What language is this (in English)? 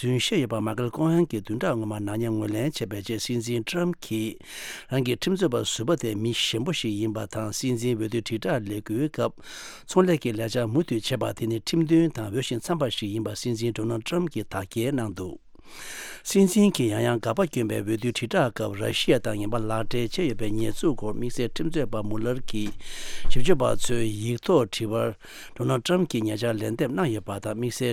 Tibetan